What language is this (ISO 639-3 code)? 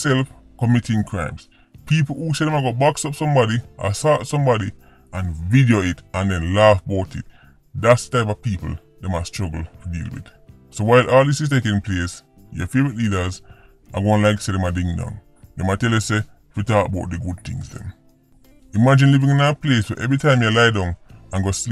jam